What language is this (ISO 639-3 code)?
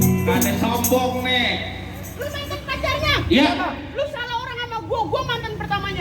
bew